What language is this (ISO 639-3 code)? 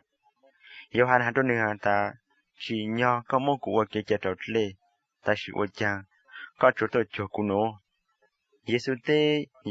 hmn